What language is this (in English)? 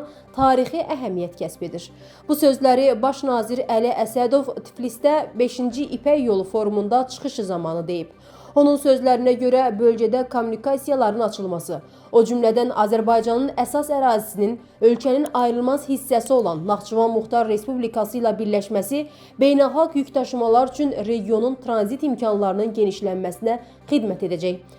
Azerbaijani